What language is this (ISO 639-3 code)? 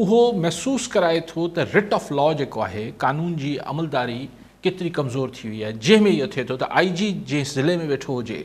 snd